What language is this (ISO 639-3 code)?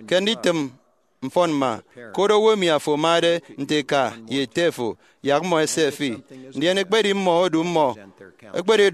efi